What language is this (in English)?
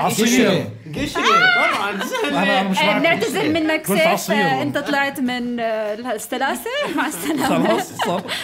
North Levantine Arabic